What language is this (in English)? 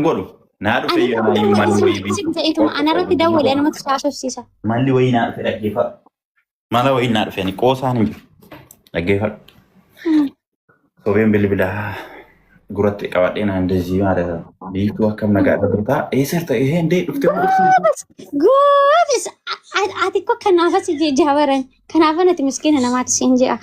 Oromo